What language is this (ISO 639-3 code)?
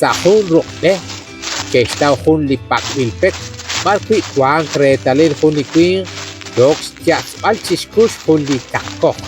kek